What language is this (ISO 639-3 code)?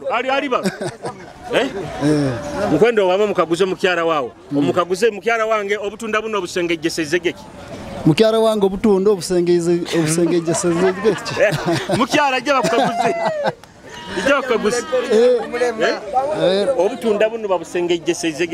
nyo